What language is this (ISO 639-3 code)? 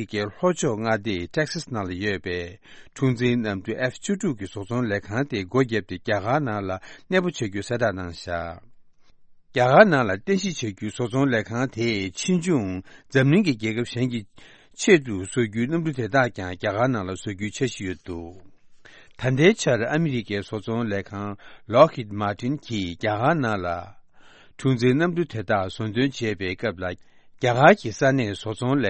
bod